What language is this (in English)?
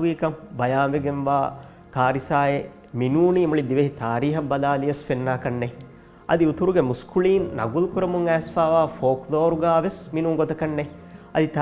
Divehi